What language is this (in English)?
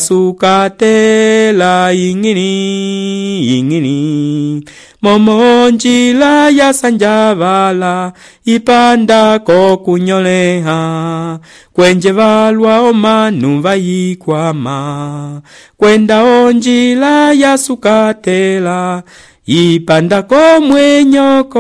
Umbundu